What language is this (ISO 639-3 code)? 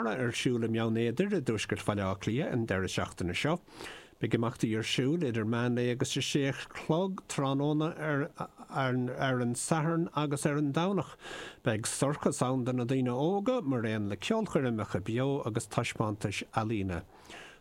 gle